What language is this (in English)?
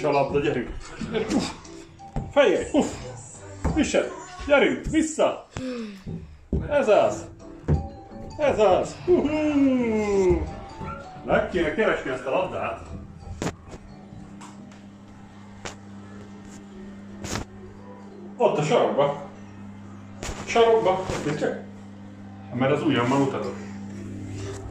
Hungarian